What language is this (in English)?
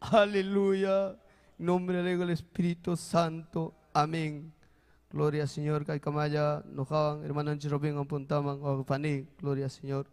Ayacucho Quechua